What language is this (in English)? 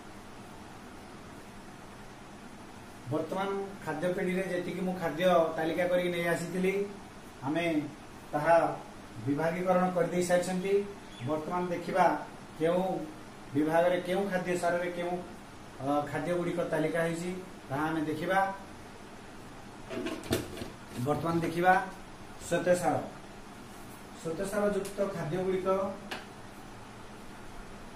Odia